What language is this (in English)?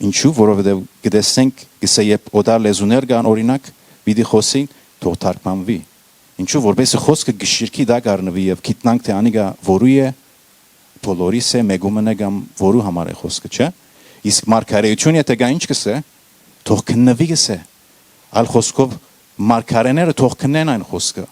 Western Armenian